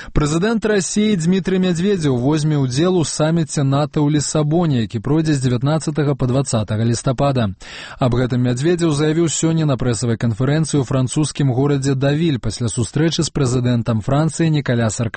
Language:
Belarusian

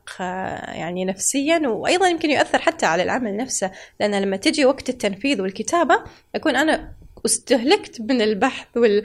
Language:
Gulf Arabic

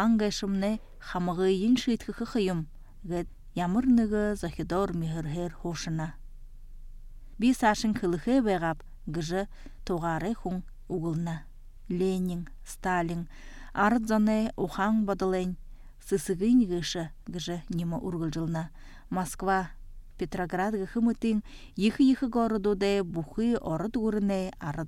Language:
Buriat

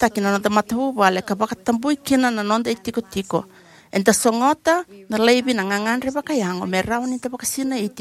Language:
Fijian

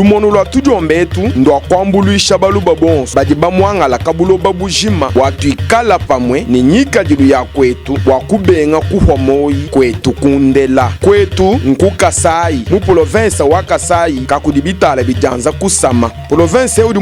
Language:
Luba-Lulua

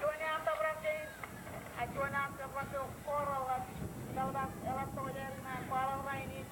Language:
Marshallese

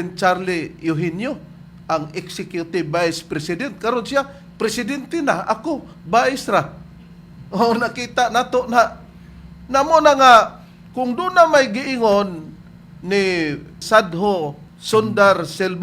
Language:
Cebuano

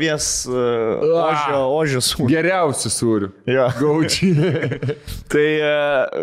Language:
Lithuanian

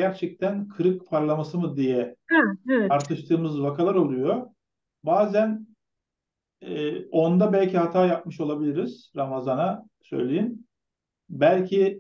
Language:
Turkish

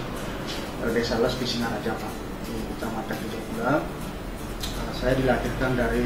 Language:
Indonesian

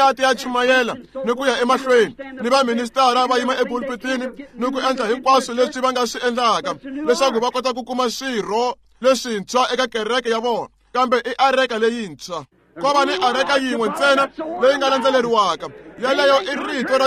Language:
Tsonga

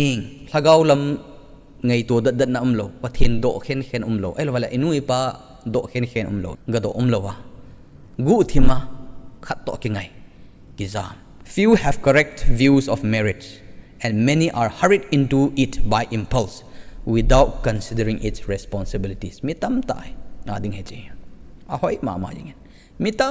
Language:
Thado Chin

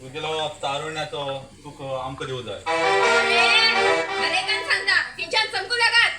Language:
Konkani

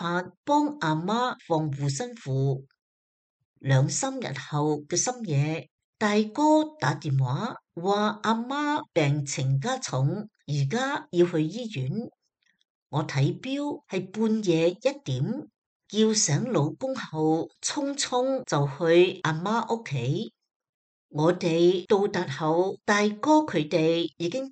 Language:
Cantonese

